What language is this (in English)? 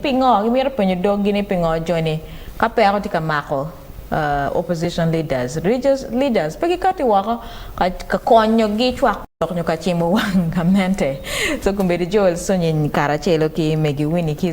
Acoli